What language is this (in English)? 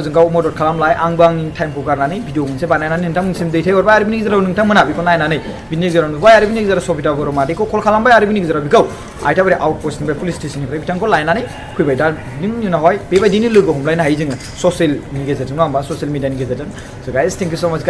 Bodo